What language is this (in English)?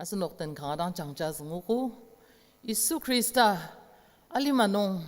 Ao Naga